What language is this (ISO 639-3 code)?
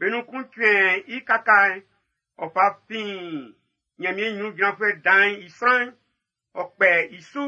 bci